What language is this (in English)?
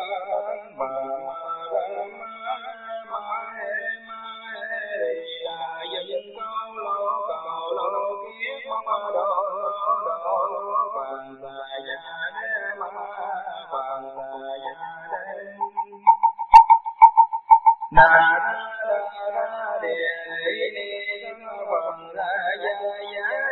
Vietnamese